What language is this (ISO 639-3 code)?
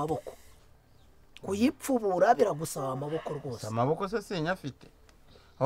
kin